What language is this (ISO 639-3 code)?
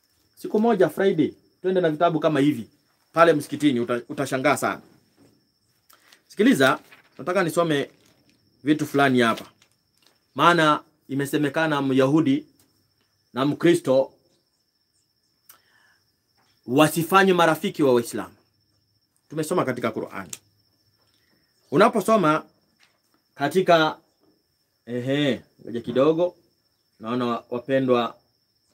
swa